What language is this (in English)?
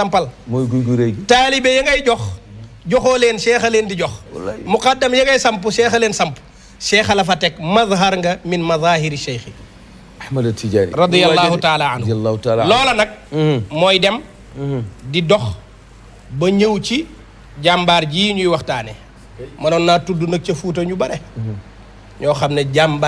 Wolof